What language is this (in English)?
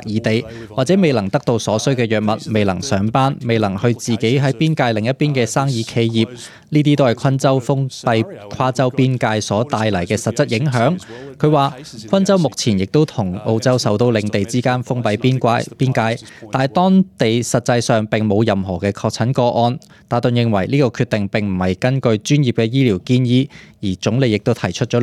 Cantonese